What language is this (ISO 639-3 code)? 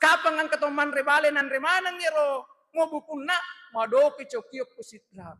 bug